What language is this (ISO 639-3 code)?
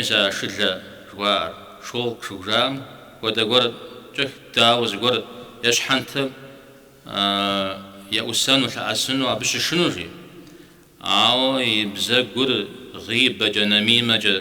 kbd